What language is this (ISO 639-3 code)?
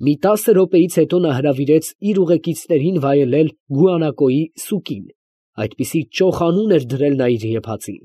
hye